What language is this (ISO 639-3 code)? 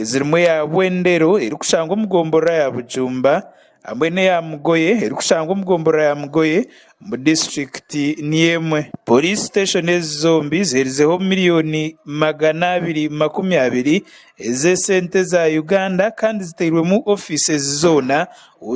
nyn